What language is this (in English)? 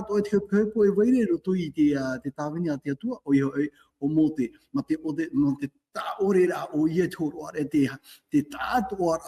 Tahitian